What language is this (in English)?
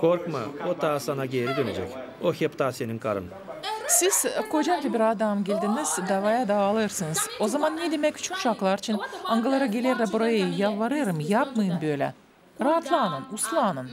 Gagauz